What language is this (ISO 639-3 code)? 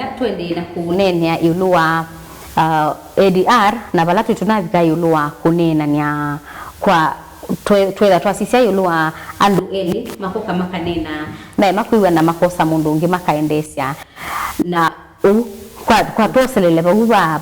kam